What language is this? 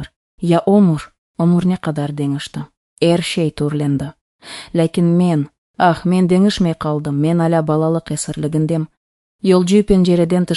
Crimean Tatar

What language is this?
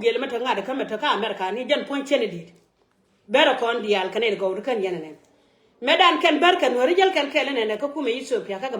Nuer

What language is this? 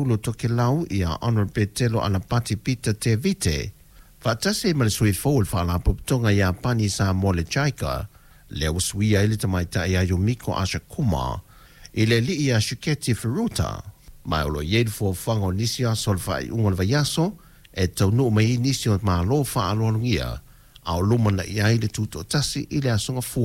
Samoan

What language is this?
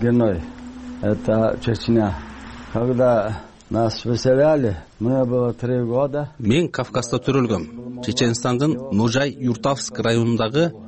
Kyrgyz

